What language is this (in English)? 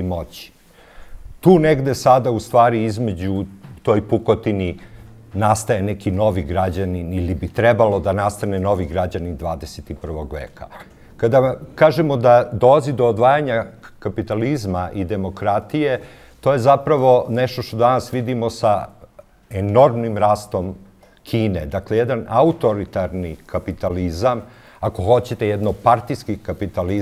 Serbian